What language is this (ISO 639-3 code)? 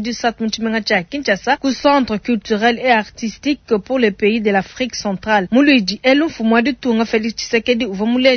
lua